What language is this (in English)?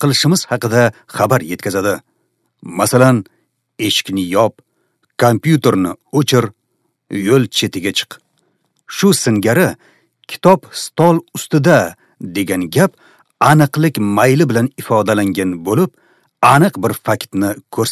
Uzbek